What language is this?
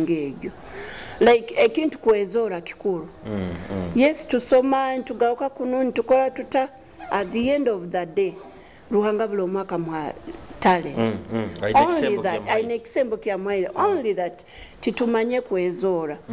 Nyoro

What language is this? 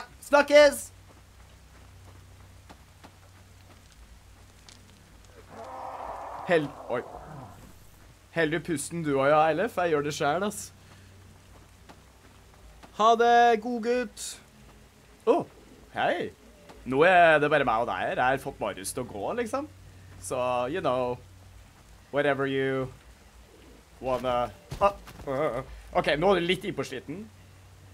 Norwegian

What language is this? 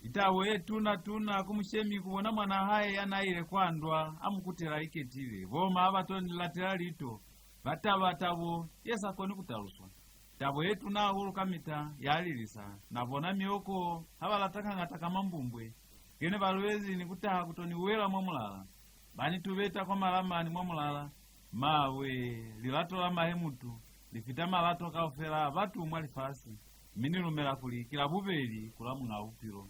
Lozi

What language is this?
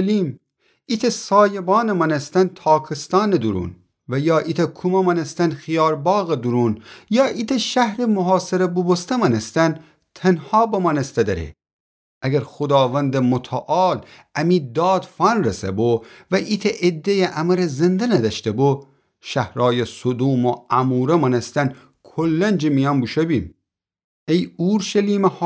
Gilaki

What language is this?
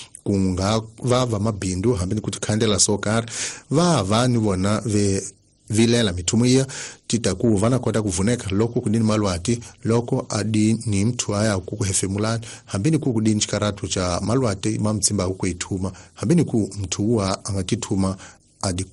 Tsonga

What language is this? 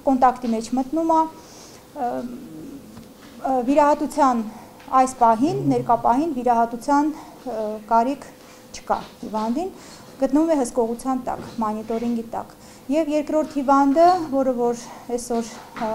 Armenian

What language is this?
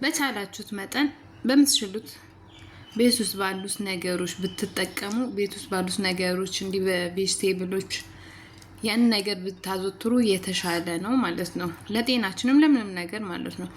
Amharic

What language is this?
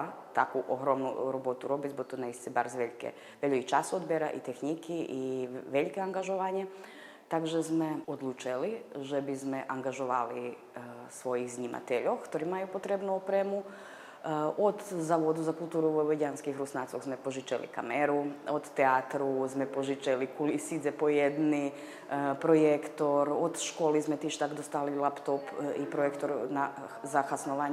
Rusyn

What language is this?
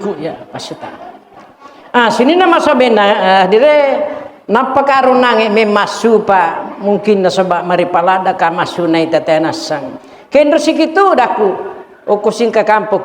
Buginese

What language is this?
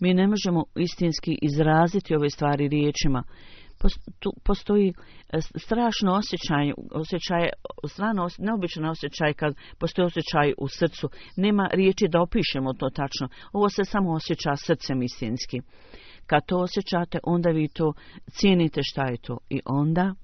Bosnian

